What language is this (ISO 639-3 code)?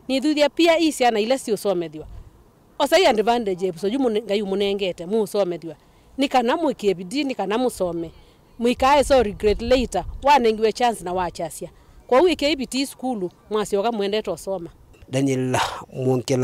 kam